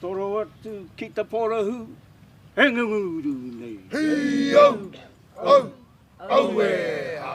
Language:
Māori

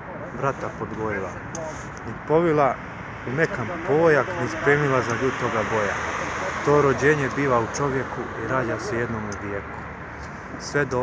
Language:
Serbian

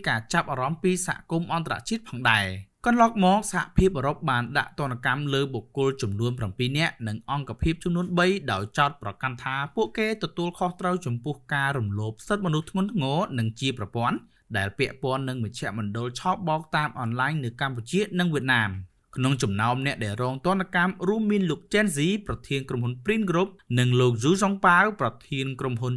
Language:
Khmer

